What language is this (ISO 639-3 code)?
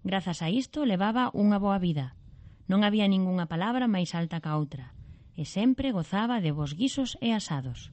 glg